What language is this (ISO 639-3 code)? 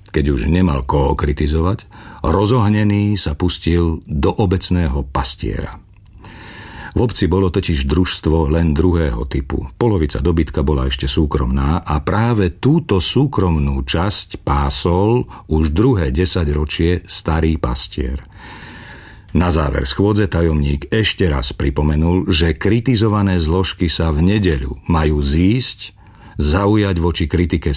slk